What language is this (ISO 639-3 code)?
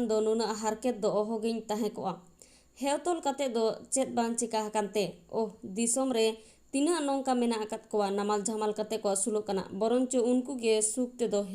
sat